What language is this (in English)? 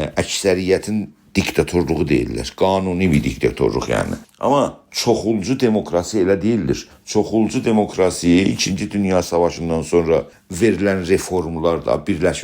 South Azerbaijani